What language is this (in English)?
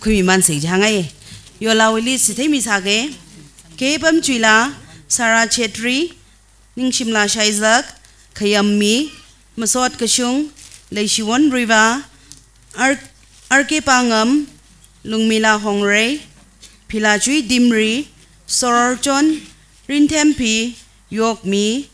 Tangkhul Naga (India)